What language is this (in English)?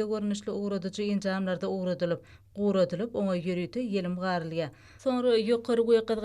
Turkmen